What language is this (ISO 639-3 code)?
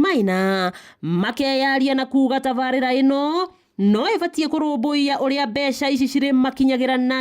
kik